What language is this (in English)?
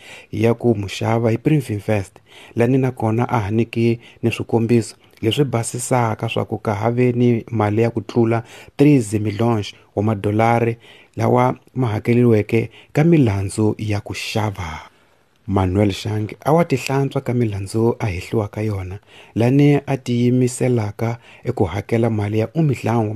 Tsonga